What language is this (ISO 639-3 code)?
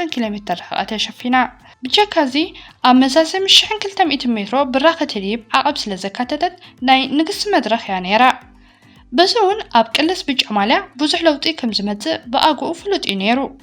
tir